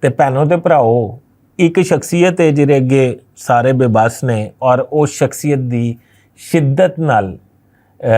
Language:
Western Panjabi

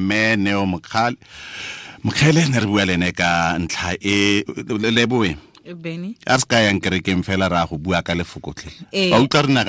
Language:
Tswana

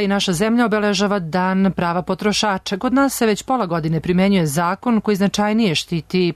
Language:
Serbian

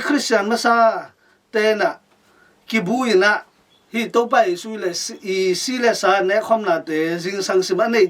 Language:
Tedim Chin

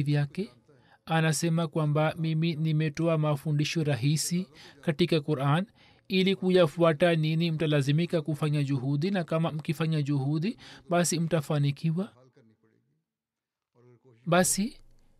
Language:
Swahili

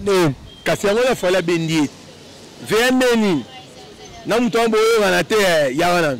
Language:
Lingala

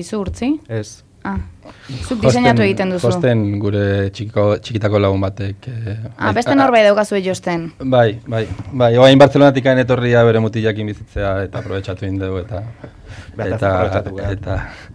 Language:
Basque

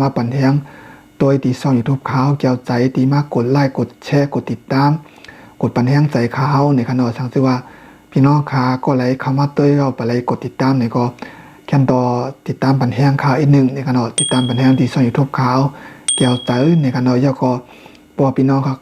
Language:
Shan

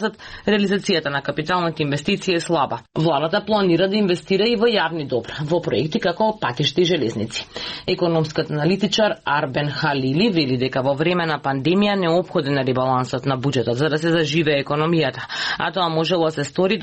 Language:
Macedonian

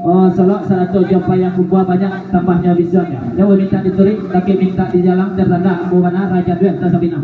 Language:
Minangkabau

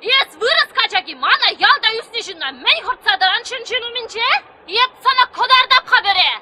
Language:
Chuvash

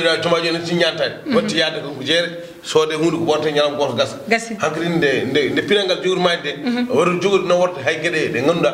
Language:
Fula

